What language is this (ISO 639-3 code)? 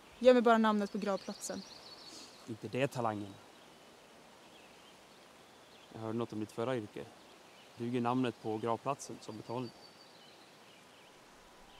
swe